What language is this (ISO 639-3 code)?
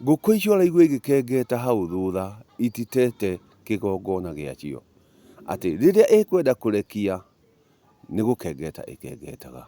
kik